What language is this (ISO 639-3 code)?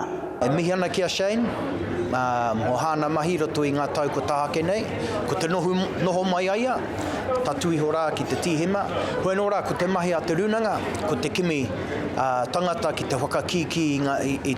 mri